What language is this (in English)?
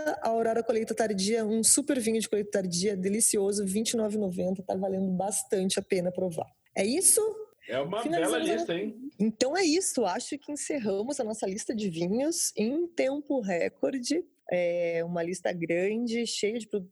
Portuguese